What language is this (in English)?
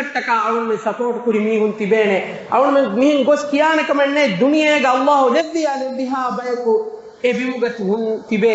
Divehi